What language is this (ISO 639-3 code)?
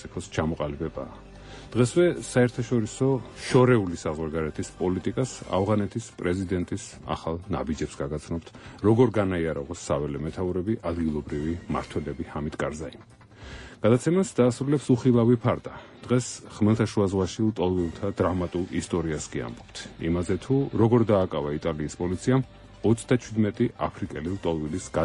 kat